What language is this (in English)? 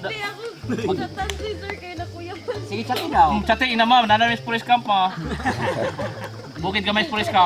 Cebuano